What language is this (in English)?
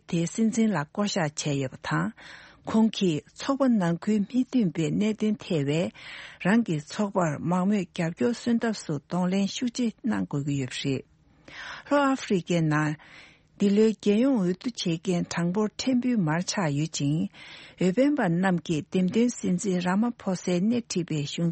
Tibetan